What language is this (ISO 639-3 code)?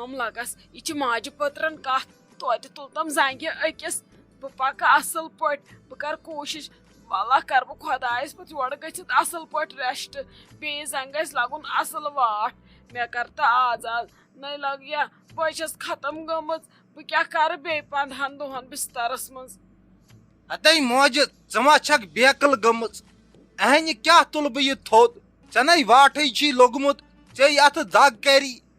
kas